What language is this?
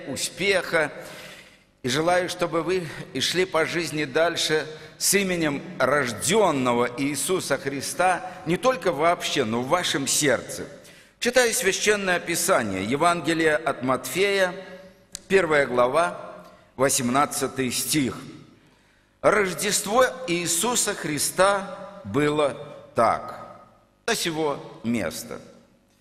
Russian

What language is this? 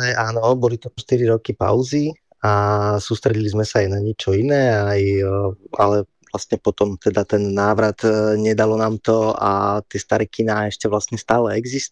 Slovak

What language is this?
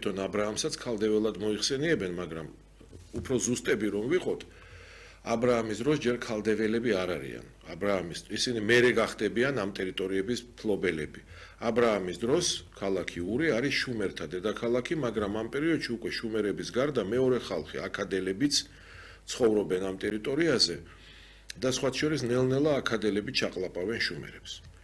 Georgian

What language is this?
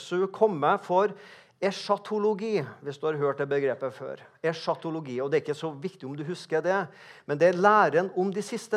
Norwegian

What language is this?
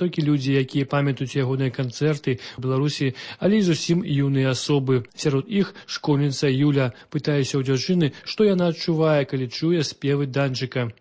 Belarusian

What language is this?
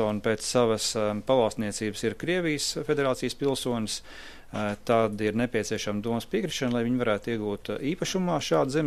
Latvian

